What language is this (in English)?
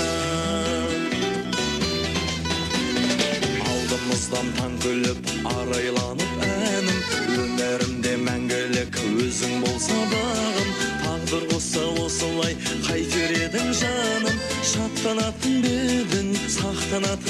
Kazakh